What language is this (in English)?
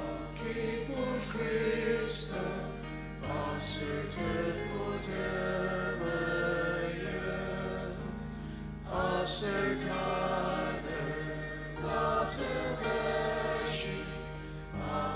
Ao Naga